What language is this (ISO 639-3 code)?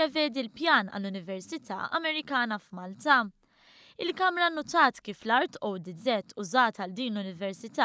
mlt